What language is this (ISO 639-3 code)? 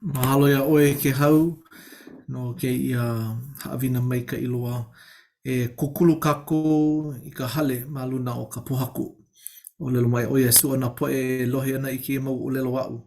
haw